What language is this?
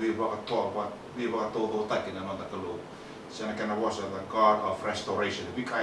Fijian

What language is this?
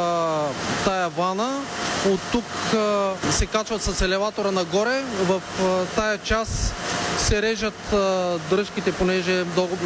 Bulgarian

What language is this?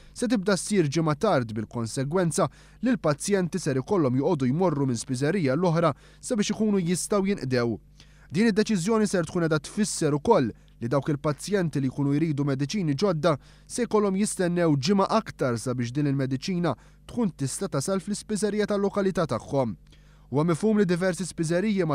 Maltese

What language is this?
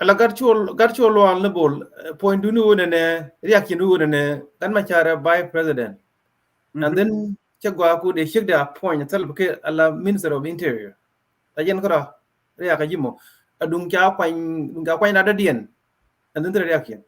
Nuer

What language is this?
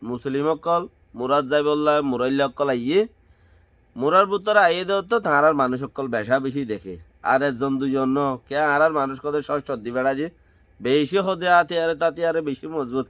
Rohingya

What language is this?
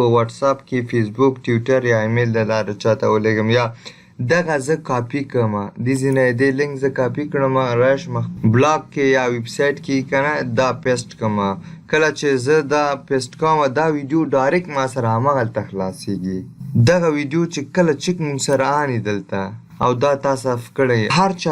Pashto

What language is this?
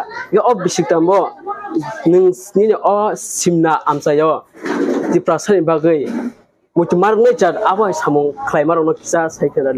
Kok Borok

